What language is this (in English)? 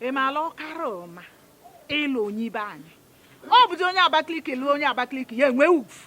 Igbo